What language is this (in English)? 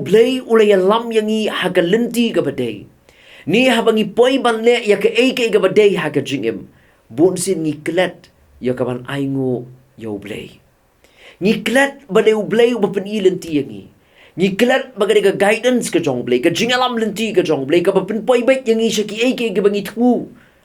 Khasi